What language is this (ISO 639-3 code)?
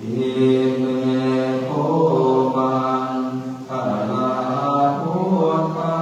pli